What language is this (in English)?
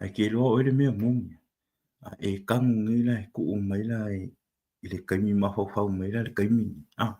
Samoan